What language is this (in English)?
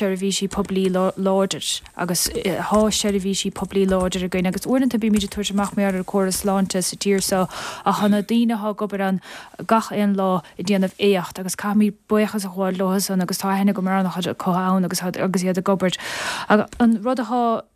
Irish